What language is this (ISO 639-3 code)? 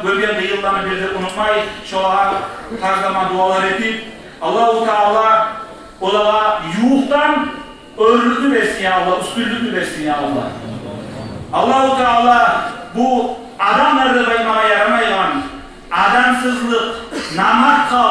kum